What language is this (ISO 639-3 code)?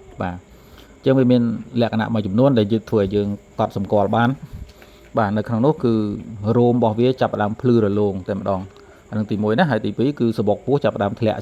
khm